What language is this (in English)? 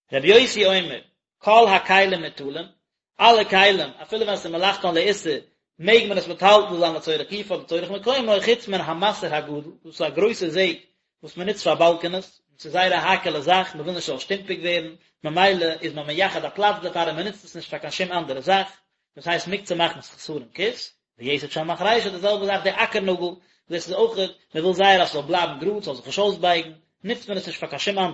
Yiddish